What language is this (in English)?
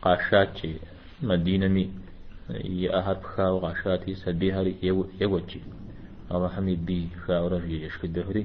Kabardian